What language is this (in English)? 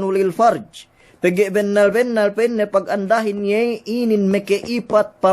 Yakan